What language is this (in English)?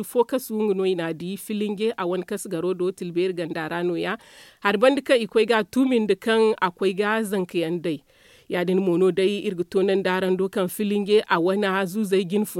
Zarma